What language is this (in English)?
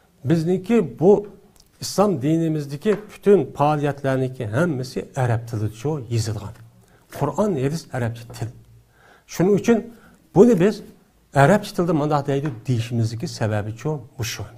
Uyghur